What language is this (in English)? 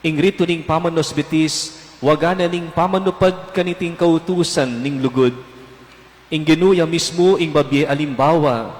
Pampanga